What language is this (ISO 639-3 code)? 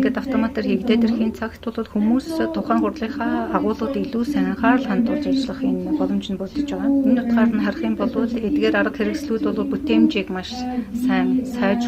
mon